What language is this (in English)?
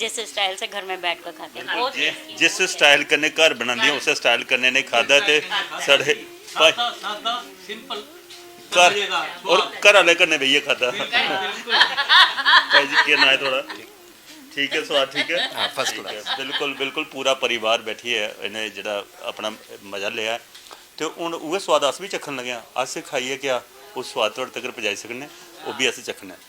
Dogri